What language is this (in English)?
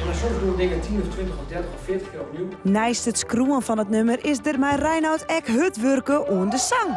Western Frisian